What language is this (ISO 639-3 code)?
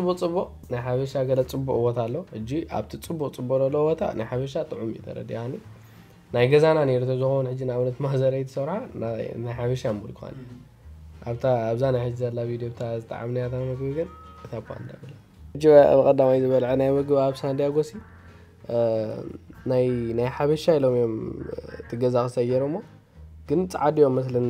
tir